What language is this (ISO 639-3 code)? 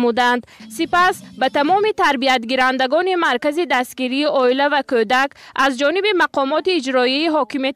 tgk